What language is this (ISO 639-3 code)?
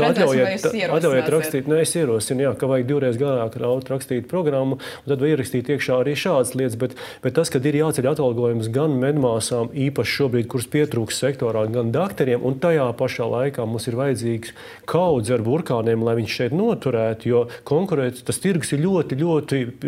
lav